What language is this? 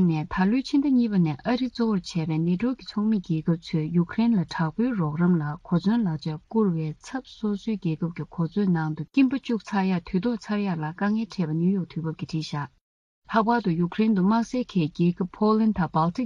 Tibetan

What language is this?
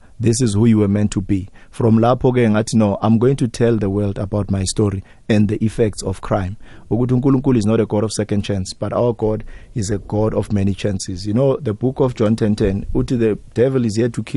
South Ndebele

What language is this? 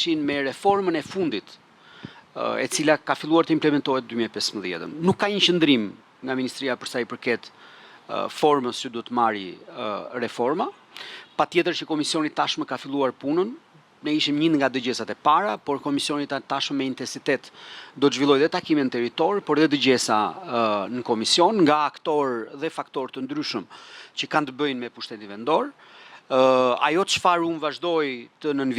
Albanian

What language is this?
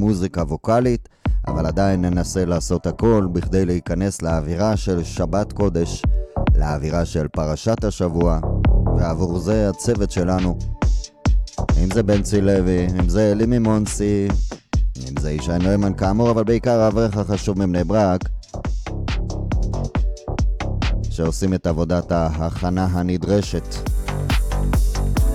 Hebrew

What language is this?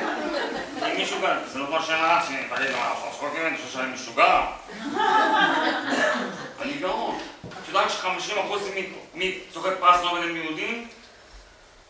Hebrew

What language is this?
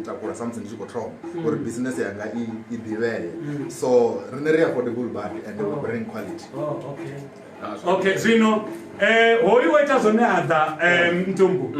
Venda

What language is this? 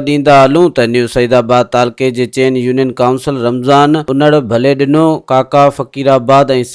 Sindhi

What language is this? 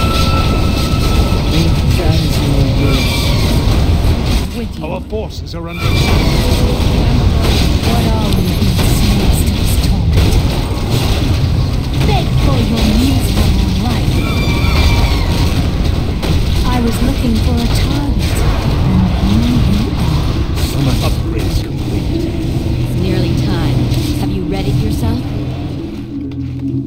English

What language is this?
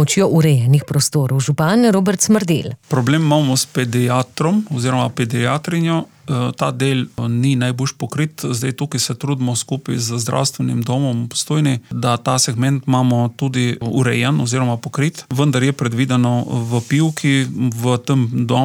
Slovenian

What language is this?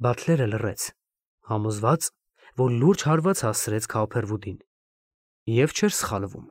Armenian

